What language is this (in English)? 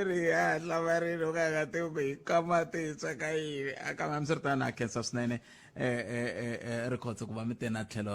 Tsonga